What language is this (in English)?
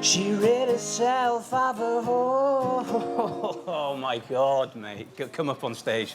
Welsh